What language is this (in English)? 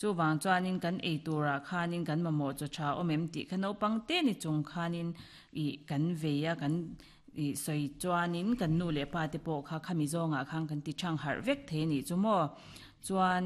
Mizo